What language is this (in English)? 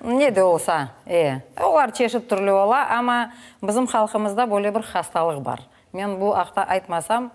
Crimean Tatar